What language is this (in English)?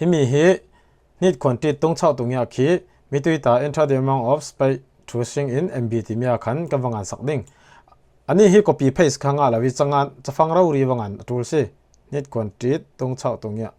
Falam Chin